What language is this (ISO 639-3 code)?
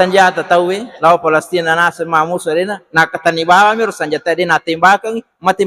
bug